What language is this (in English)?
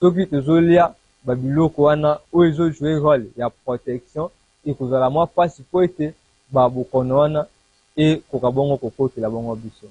Lingala